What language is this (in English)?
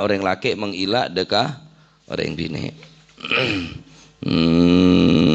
Madurese